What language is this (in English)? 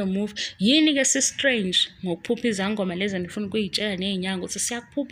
Zulu